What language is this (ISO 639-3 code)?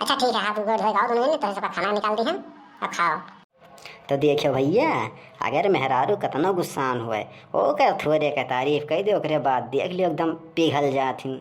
awa